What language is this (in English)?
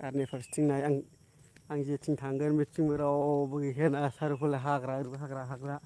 Bodo